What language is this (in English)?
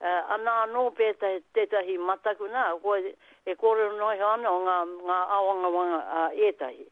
Māori